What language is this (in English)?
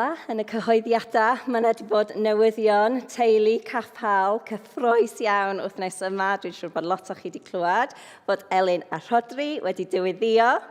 Welsh